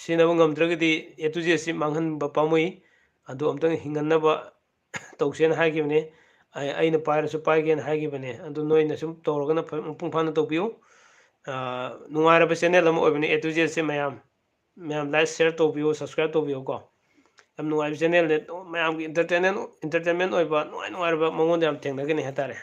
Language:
Manipuri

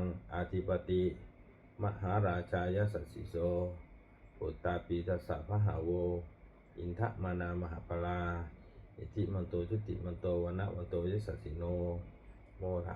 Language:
Pali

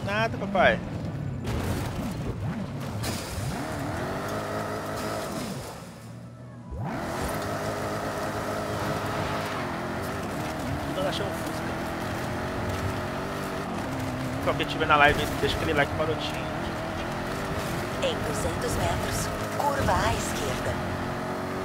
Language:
Portuguese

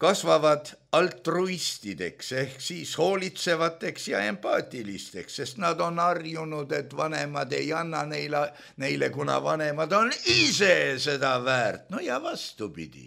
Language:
Estonian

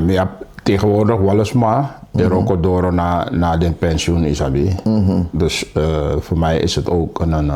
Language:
Sranan Tongo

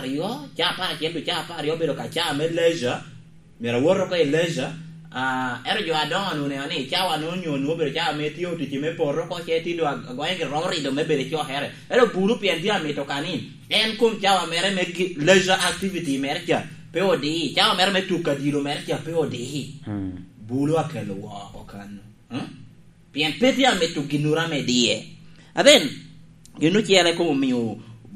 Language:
Lango (Uganda)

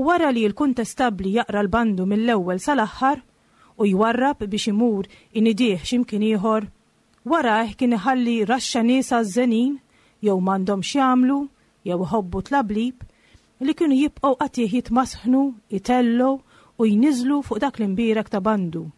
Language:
Maltese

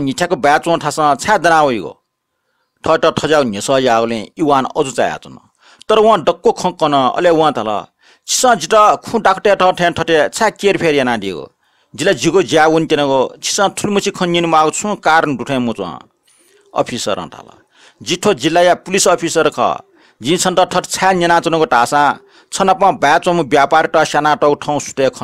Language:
Newari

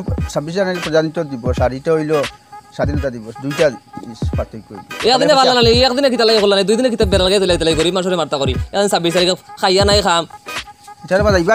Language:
Sylheti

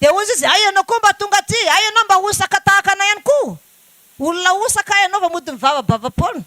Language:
Malagasy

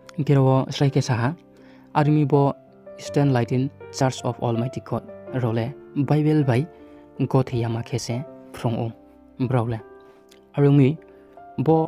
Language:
Riang (India)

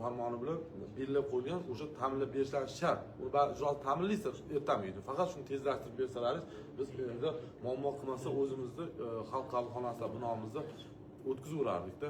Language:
Uzbek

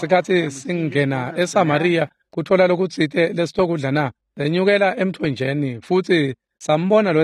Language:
Swati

